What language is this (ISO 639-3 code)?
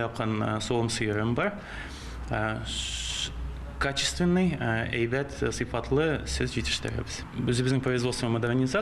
tat